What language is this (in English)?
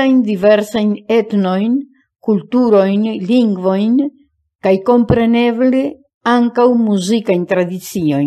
Esperanto